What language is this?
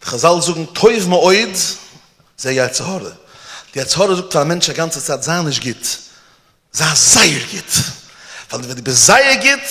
Yiddish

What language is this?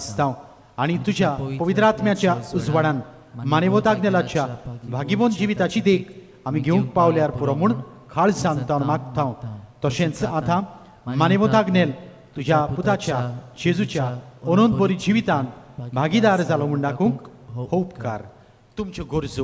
Konkani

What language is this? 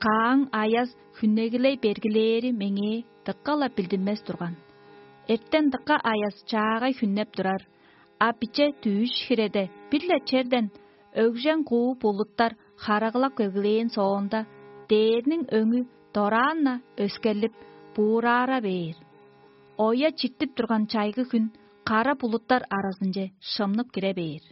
Tuvinian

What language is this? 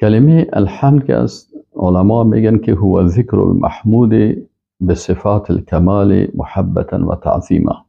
Persian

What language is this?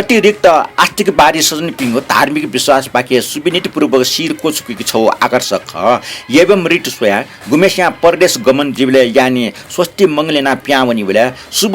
Newari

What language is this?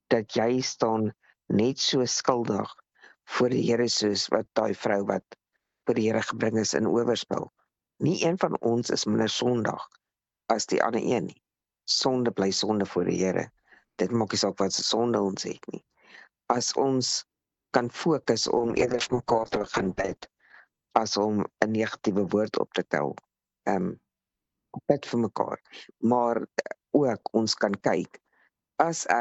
Afrikaans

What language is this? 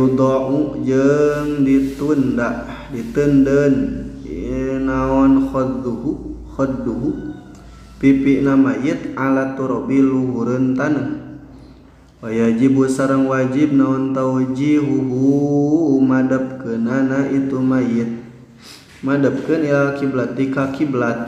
Sundanese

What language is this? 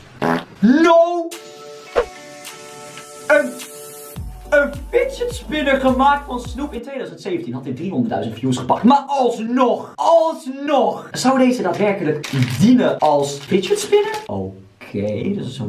Dutch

